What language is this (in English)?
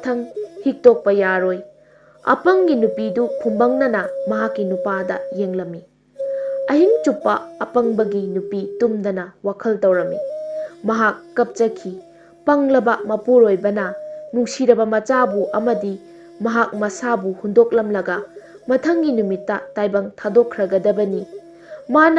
Manipuri